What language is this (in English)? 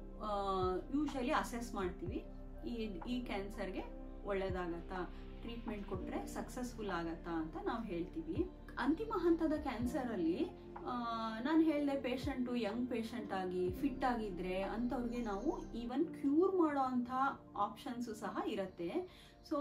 Kannada